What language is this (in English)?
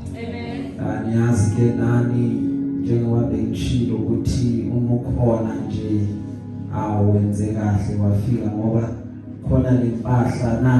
Zulu